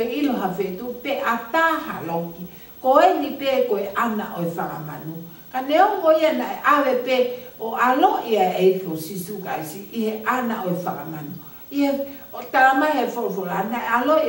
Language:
Tongan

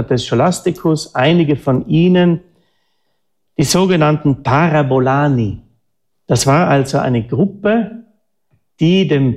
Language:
German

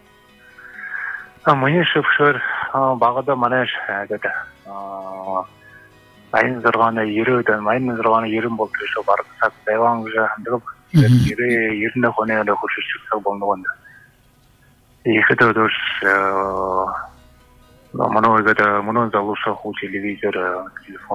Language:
Buriat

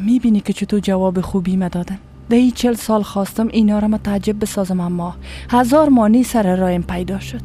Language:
Persian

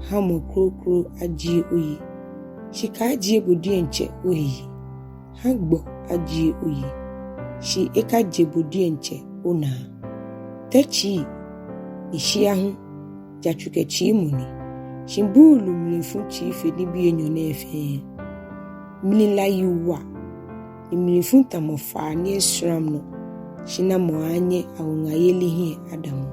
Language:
Ga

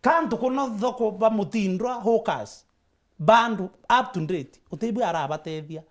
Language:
Meru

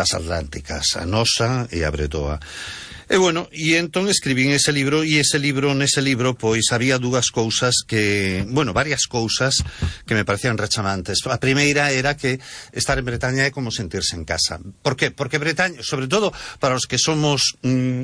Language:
Galician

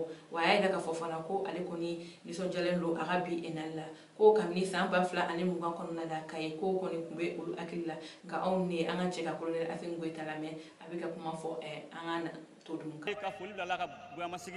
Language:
Bambara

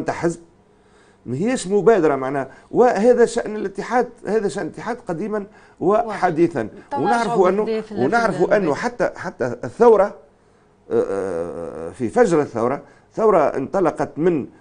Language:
Tunisian Arabic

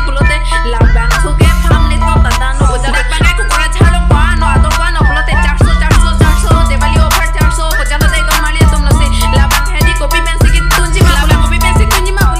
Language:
Karbi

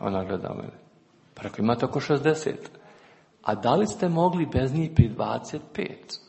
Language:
Serbian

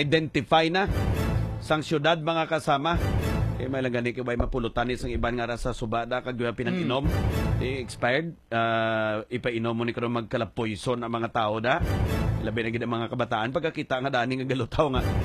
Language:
Hiligaynon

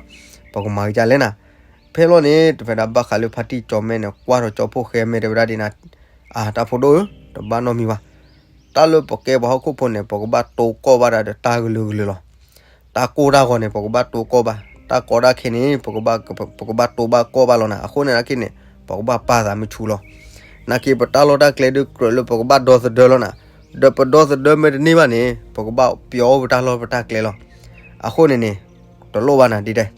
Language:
S'gaw Karen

